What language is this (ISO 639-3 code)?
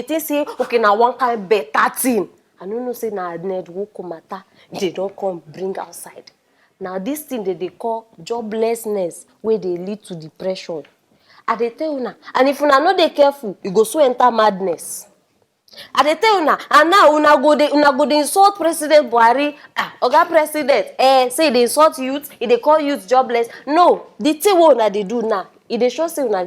pcm